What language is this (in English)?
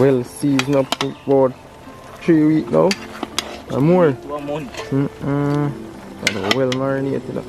Jamaican Creole English